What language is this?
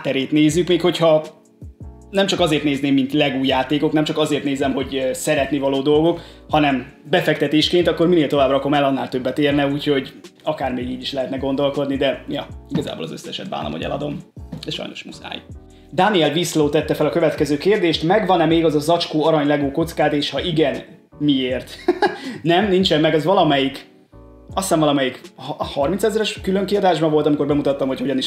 Hungarian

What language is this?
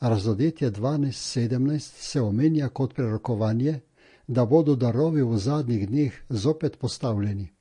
Slovenian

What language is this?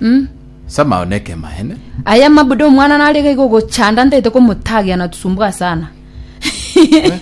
Gusii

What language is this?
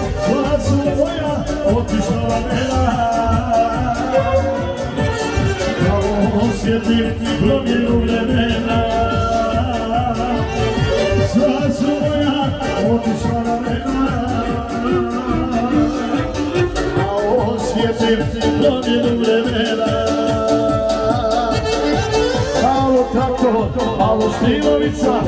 Bosnian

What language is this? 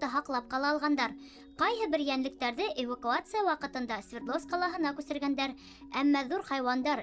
Bashkir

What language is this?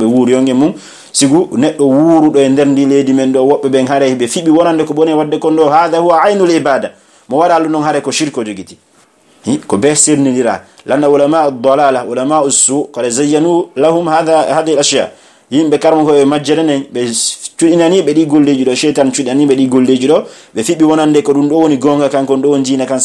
Pular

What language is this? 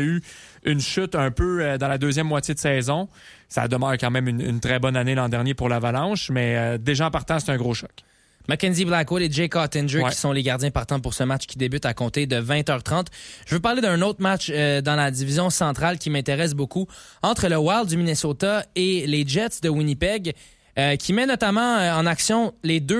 French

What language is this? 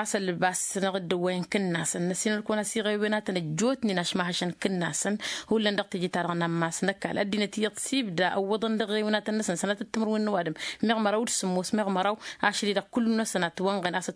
Tamasheq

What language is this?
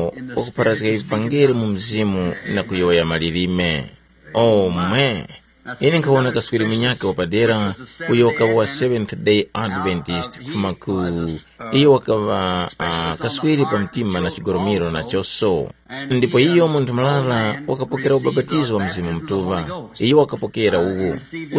Tumbuka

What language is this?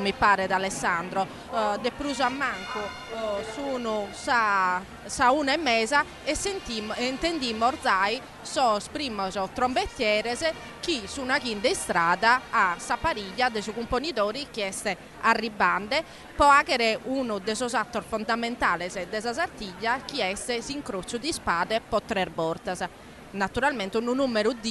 Sardinian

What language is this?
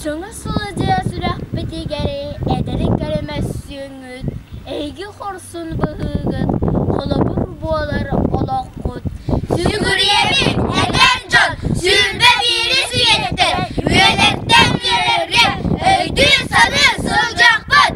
Yakut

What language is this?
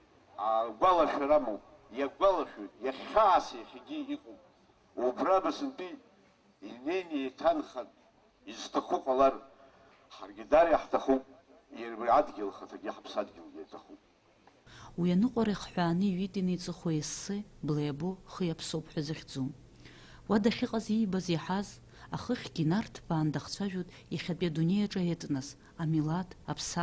Abkhazian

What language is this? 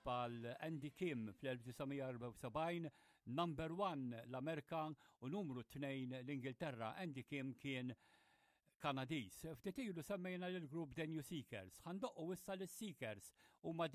Maltese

